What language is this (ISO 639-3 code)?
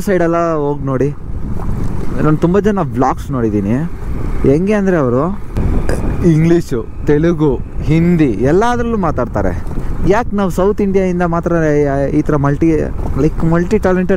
kan